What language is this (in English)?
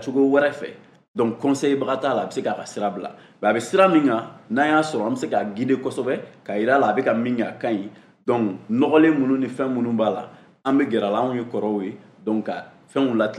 Bambara